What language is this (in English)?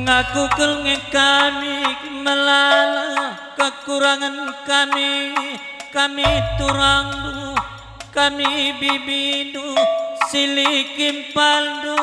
Batak Karo